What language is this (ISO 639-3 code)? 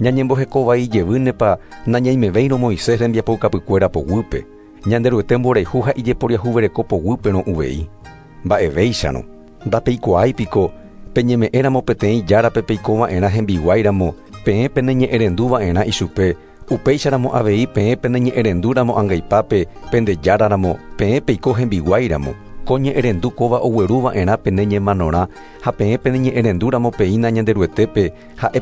grn